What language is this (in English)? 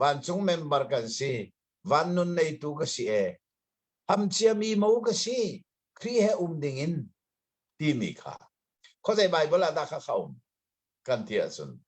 Hakha Chin